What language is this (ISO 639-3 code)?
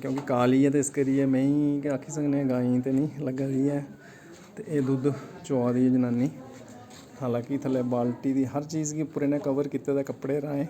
doi